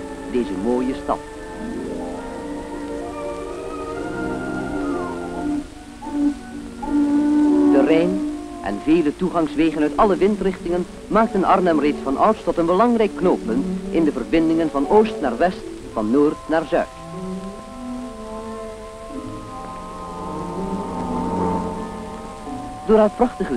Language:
Dutch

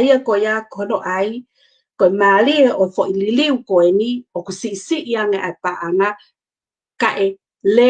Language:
Tongan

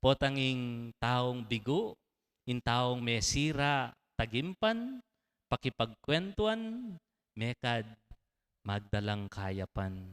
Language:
Pampanga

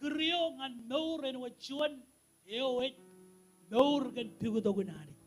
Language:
Marshallese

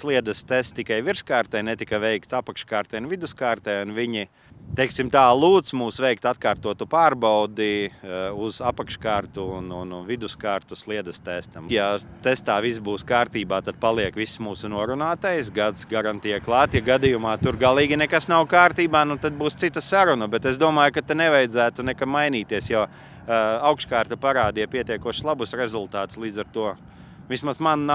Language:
Latvian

